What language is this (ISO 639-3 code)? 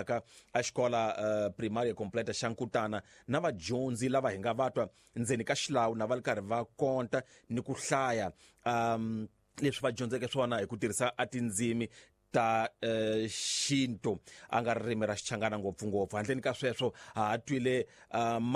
tso